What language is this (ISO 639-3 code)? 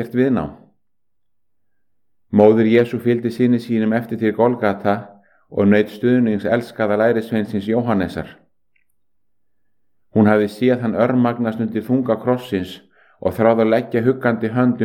isl